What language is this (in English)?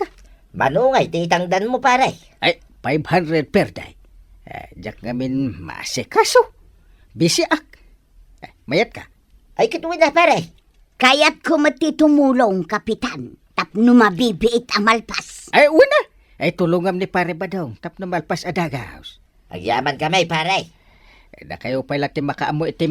Iloko